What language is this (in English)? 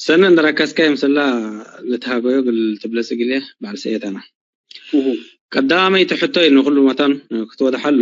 Tigrinya